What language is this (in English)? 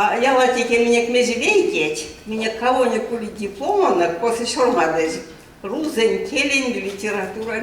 Erzya